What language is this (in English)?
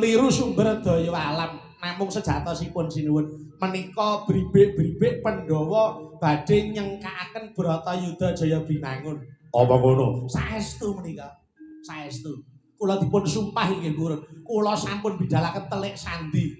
Javanese